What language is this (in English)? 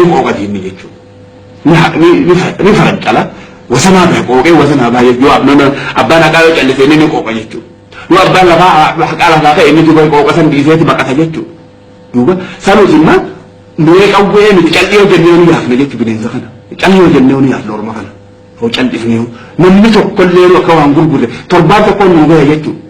Oromo